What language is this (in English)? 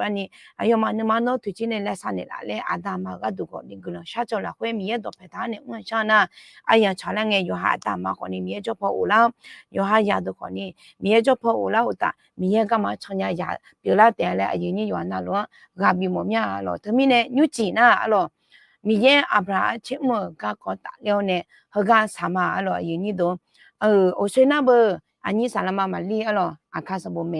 Akha